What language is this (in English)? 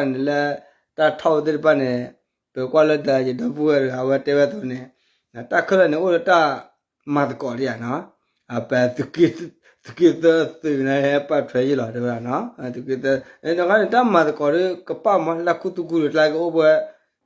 S'gaw Karen